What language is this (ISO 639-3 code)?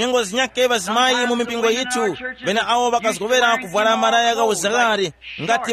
tum